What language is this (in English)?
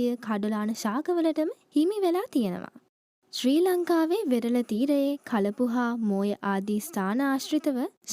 Sinhala